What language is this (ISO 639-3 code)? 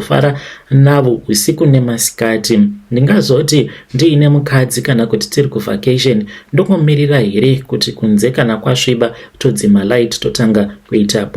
sna